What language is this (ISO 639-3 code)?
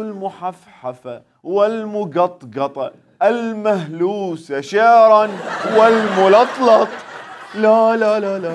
acm